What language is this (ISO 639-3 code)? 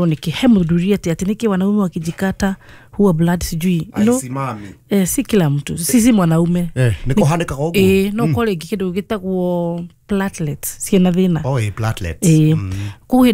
kik